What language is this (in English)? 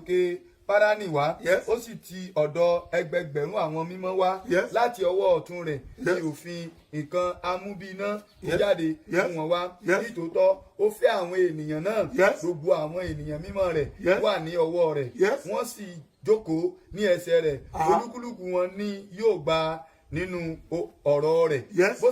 Yoruba